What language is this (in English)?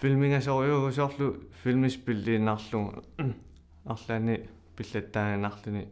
Kalaallisut